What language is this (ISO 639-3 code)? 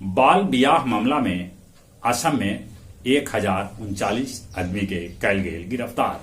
mag